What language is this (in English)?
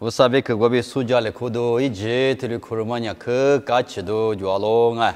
Lisu